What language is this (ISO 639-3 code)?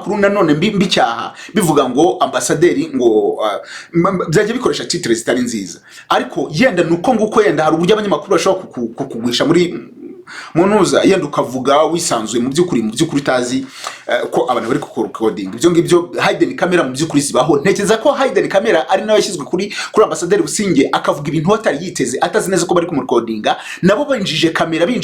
kin